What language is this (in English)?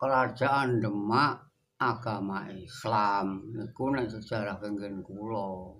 Javanese